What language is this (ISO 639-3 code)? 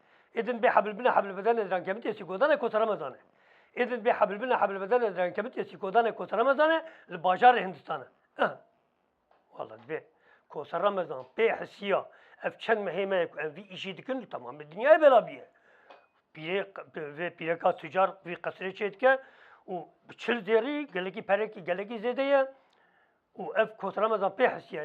kur